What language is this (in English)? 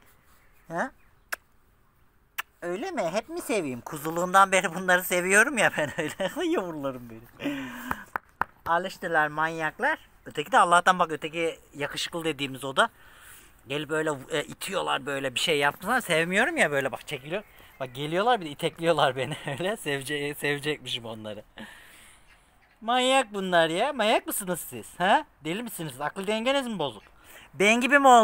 Turkish